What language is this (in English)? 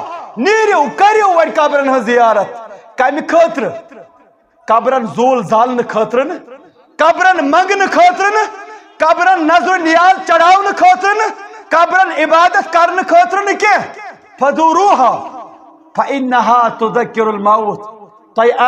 Kashmiri